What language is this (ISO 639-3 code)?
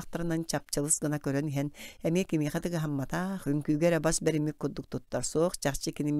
sah